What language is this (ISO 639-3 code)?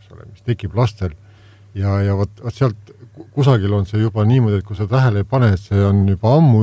est